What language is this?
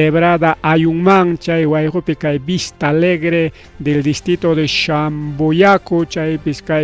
Ayacucho Quechua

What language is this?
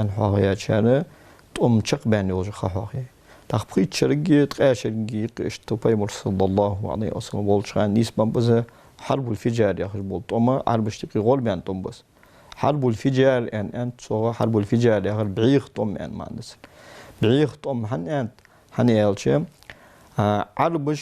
Ingush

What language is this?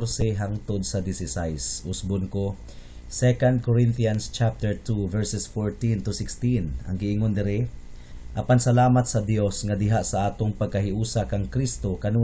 Cebuano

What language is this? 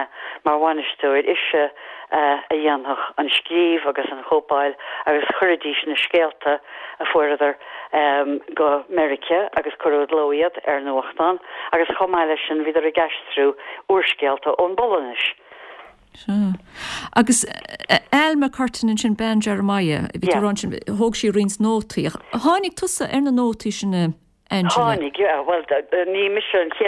Irish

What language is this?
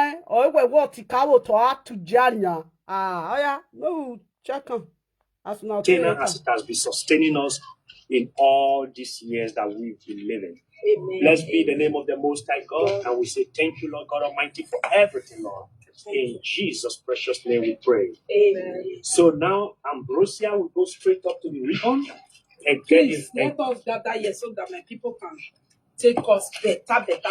Nigerian Pidgin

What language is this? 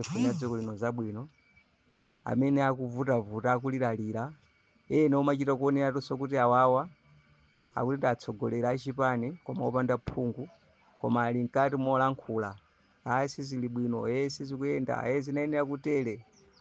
Nyanja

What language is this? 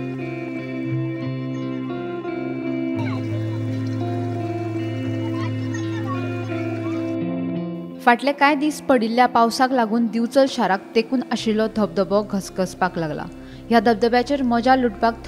Konkani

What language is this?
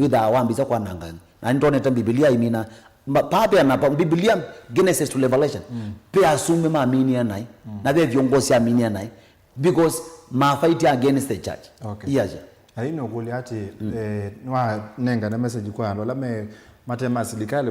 Kamba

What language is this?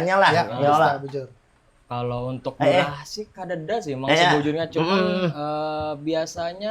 Banjar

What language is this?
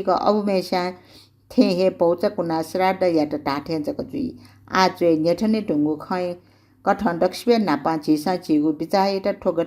Newari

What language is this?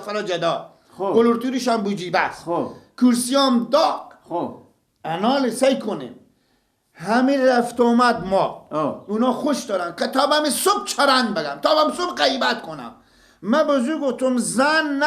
Persian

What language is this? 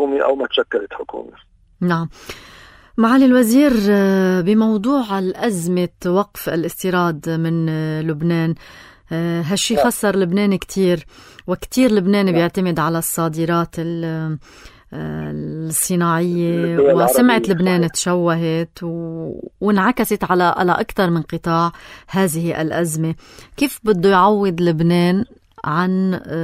North Levantine Arabic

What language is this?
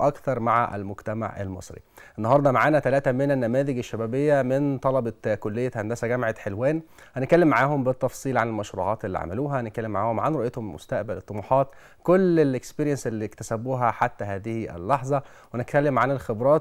Egyptian Arabic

